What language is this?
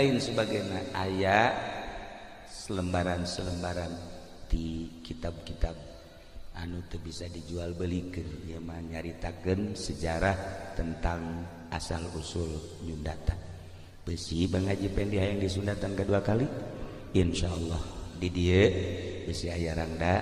Sundanese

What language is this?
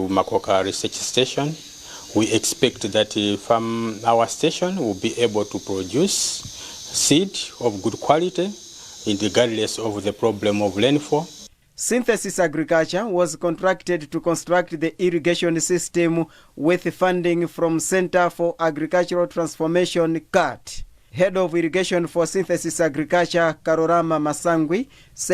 English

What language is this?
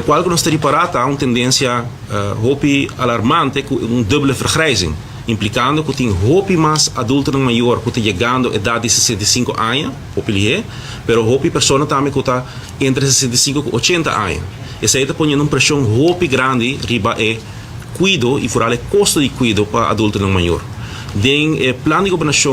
Papiamento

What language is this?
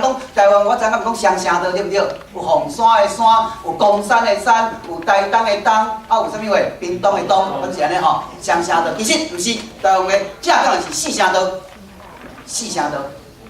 Min Nan Chinese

